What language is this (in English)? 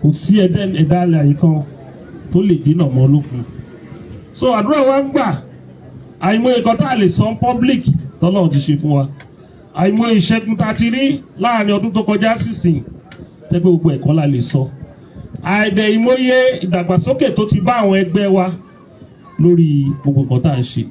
Yoruba